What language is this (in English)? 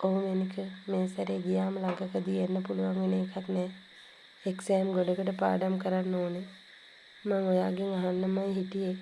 Sinhala